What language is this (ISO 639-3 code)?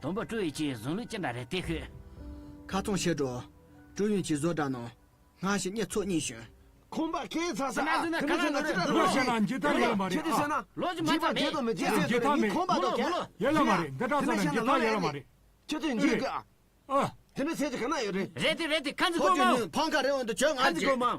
bod